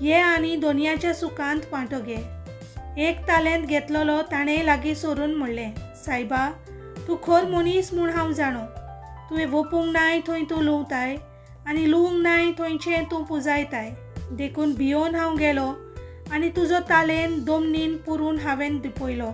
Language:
Konkani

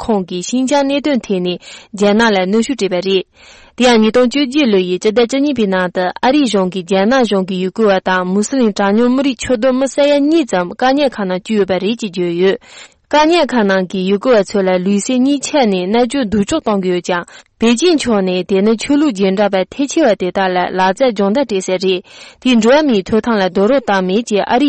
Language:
Tibetan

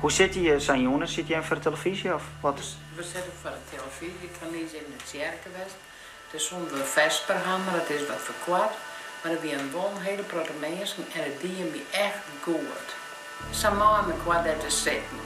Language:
Western Frisian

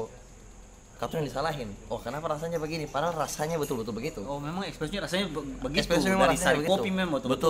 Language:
Ambonese Malay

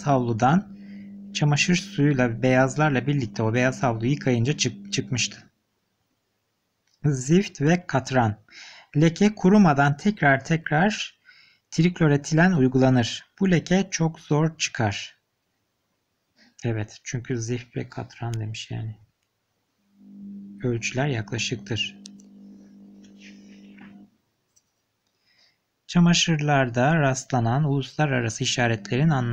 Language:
Turkish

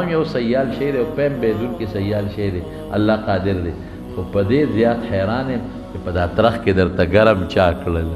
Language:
Pashto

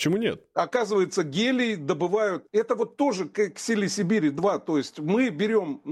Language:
Russian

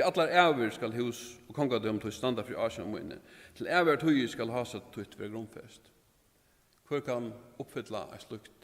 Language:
Faroese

